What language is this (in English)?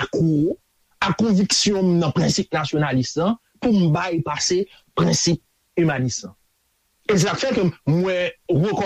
Haitian Creole